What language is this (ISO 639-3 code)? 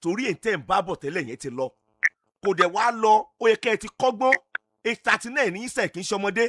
yor